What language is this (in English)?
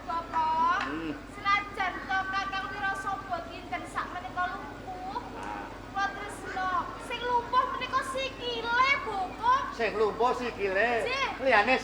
Javanese